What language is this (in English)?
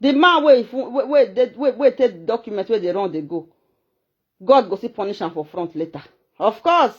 Nigerian Pidgin